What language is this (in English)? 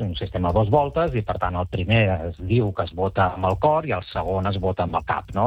Catalan